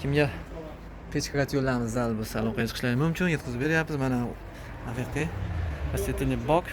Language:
Uzbek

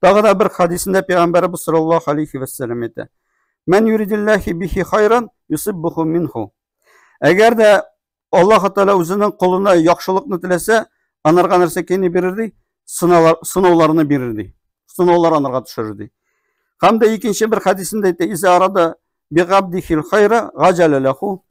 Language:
Tatar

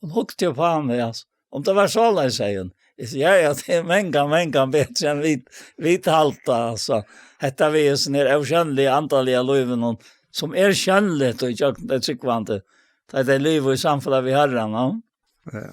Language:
Faroese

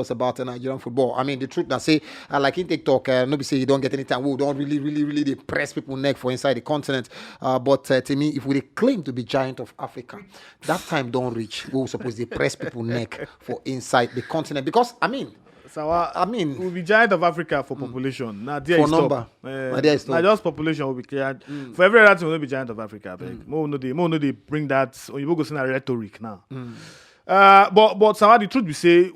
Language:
Nigerian Pidgin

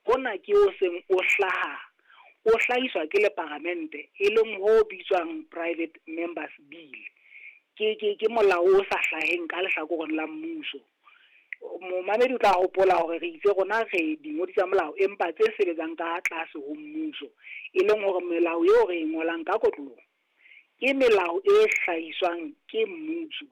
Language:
Southern Sotho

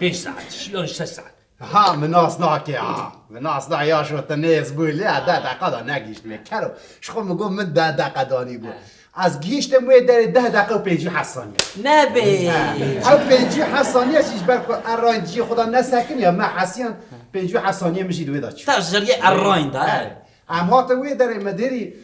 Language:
Kurdish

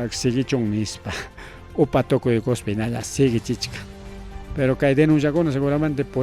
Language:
Ayacucho Quechua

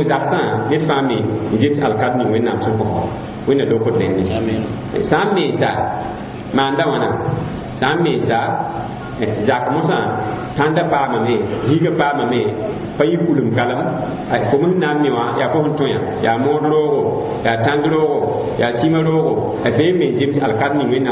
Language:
Mossi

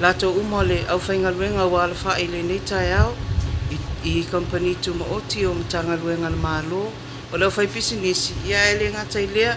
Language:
Samoan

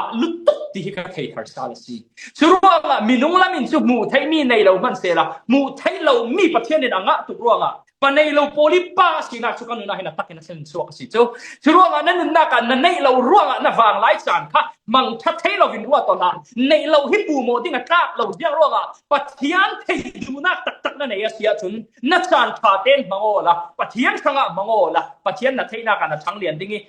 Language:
Falam Chin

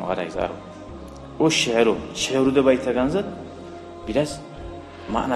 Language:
Kumyk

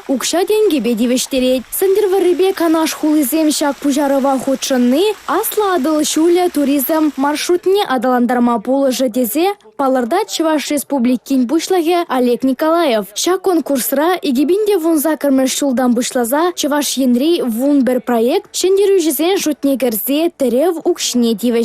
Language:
Chuvash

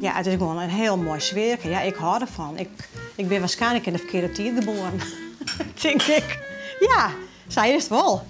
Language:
Western Frisian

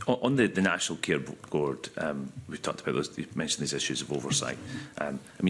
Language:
English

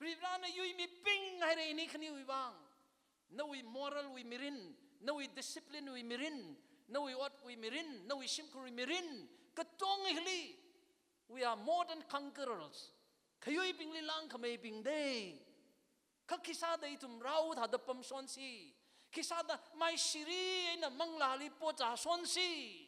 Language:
Tangkhul Naga (India)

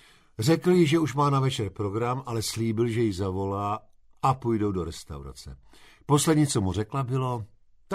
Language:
Czech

